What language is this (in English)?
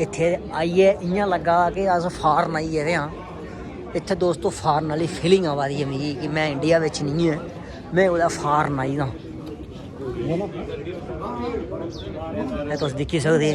Dogri